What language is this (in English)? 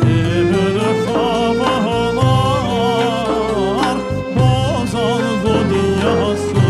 Crimean Tatar